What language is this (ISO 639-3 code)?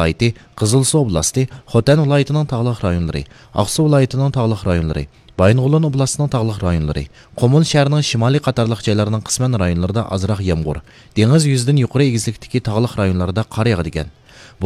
uig